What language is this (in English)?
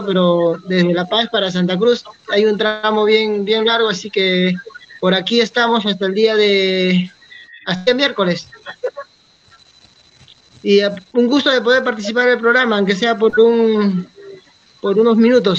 Spanish